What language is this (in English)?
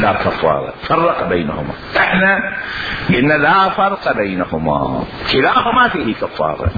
Mesopotamian Arabic